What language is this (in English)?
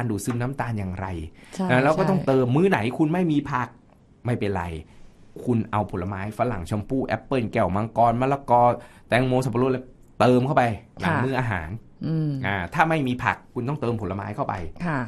Thai